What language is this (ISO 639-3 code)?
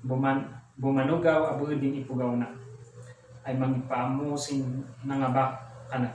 kne